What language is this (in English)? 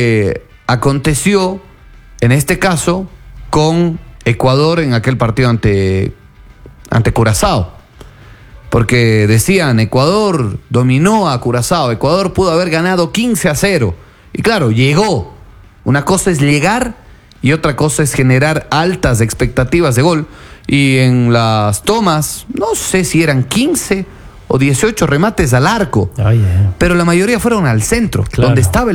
Spanish